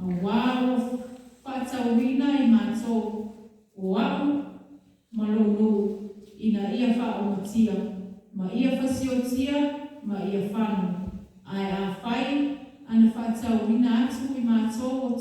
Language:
Samoan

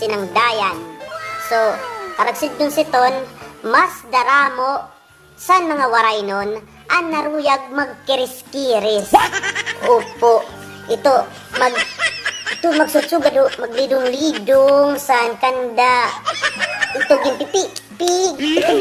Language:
Waray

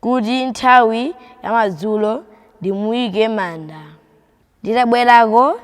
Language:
Nyanja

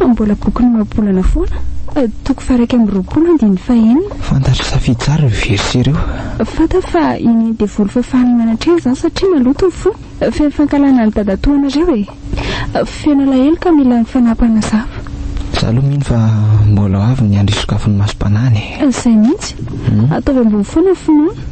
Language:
Malagasy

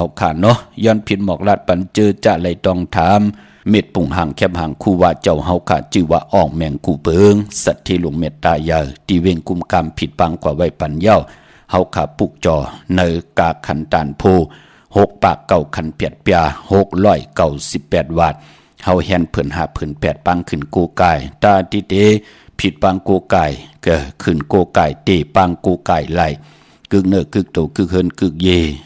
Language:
Shan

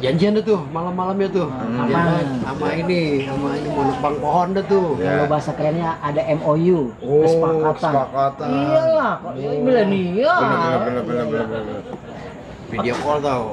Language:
Betawi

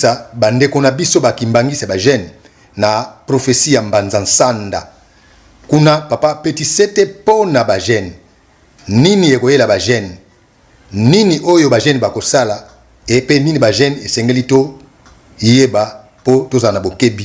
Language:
Lingala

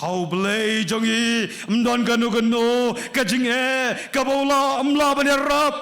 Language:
Khasi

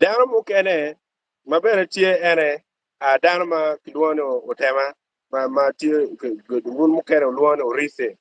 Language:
Acoli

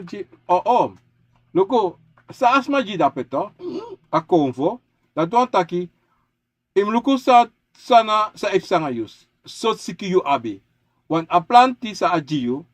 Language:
Sranan Tongo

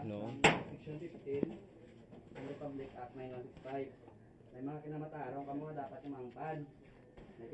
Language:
Hiligaynon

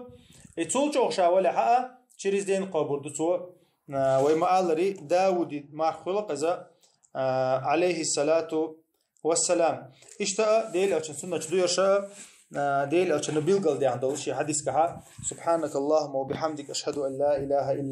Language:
Chechen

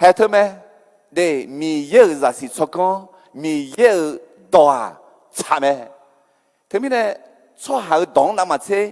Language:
Akha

